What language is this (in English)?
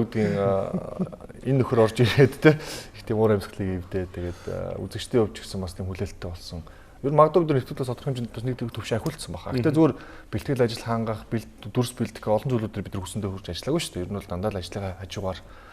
Mongolian